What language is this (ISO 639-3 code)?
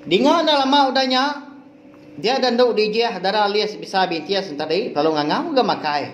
iba